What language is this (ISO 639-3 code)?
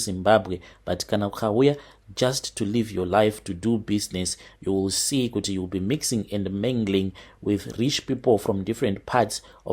sna